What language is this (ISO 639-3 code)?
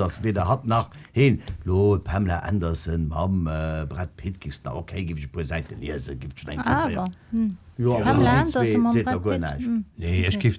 ltz